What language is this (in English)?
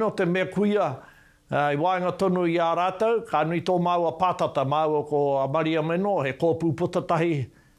Māori